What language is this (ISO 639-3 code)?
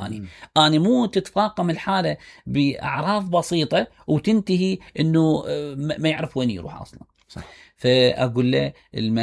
acm